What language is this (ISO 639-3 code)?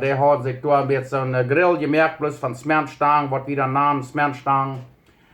pdt